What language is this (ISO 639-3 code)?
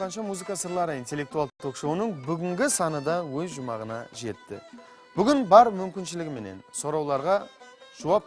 kaa